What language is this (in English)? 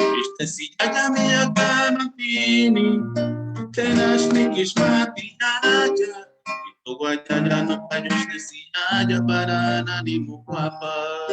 Eastern Huasteca Nahuatl